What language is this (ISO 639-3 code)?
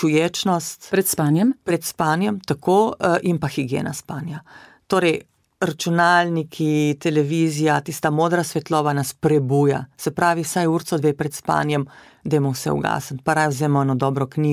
slv